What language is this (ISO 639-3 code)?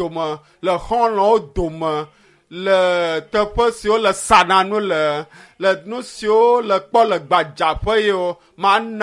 ewe